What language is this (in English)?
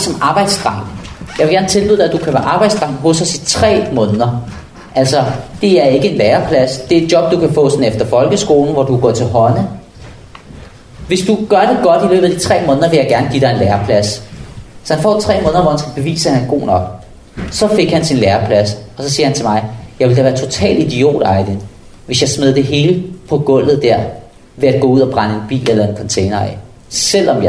Danish